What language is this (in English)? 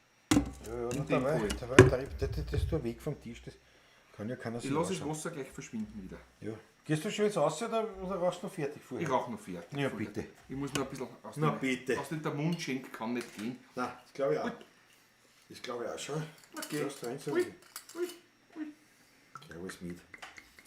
Bavarian